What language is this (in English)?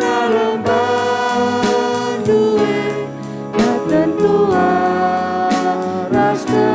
Batak Karo